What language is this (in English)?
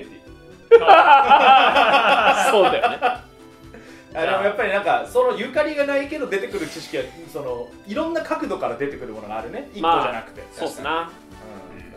Japanese